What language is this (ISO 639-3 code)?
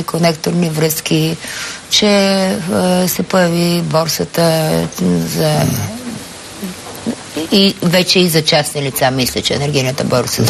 bul